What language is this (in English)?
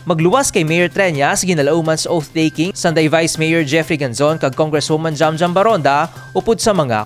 Hiligaynon